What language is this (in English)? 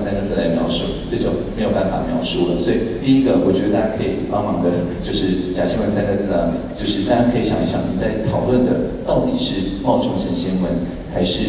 Chinese